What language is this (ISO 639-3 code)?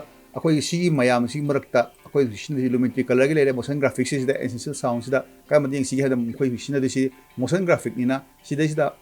mni